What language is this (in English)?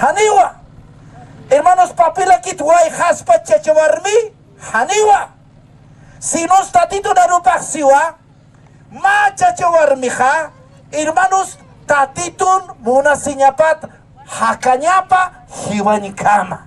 Aymara